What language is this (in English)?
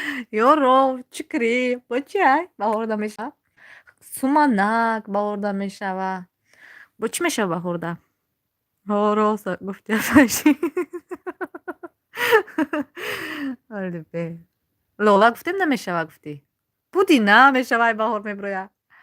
Tajik